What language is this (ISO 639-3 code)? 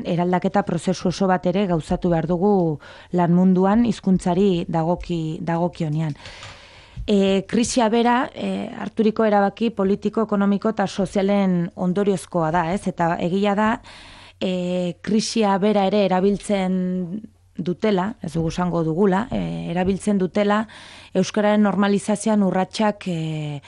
eus